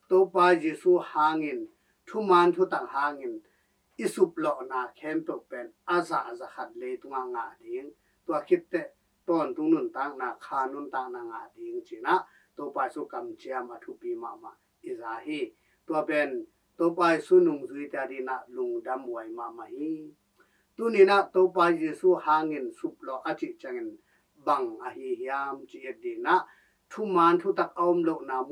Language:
Tedim Chin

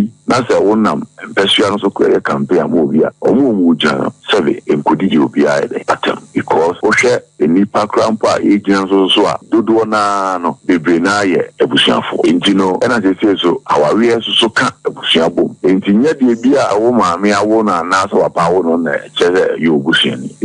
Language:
Akan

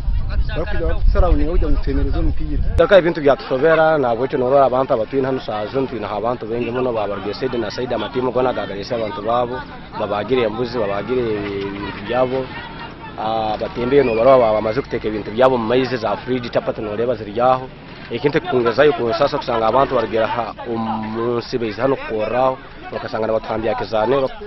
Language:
Nyankole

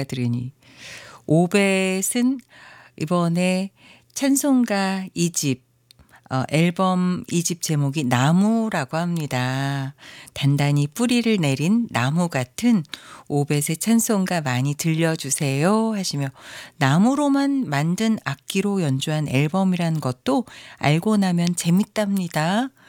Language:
Korean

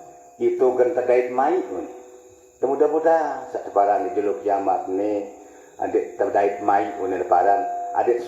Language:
Sasak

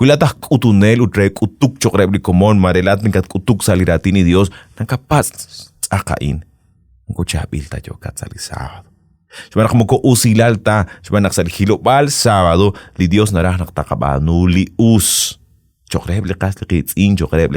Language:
Kekchí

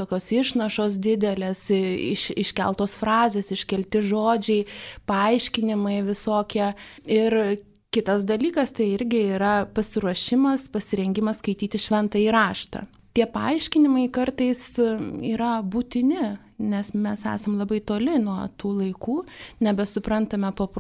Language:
Lithuanian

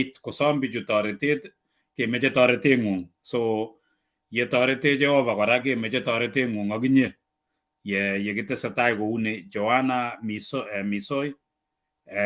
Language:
Kalenjin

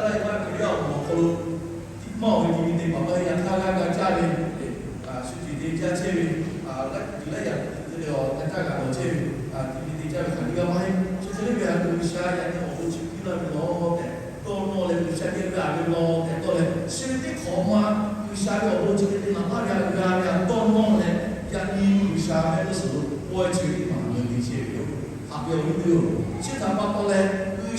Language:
Lahu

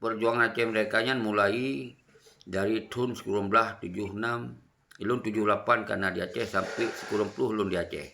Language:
Achinese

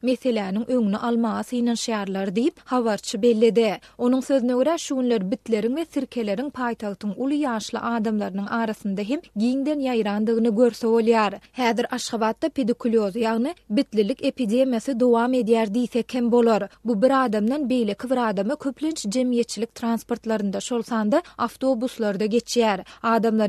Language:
Turkmen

